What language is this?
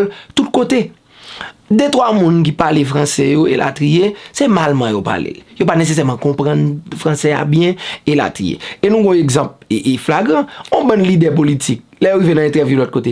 Haitian Creole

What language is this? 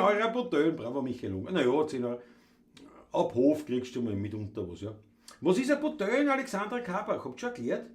Bavarian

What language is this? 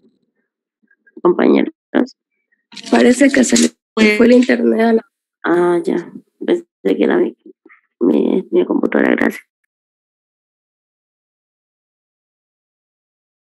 Spanish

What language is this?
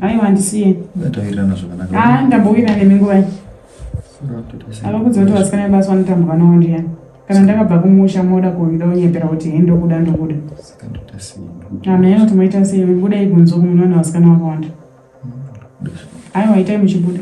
Shona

